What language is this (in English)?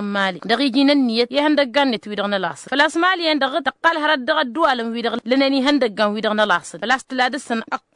Tamasheq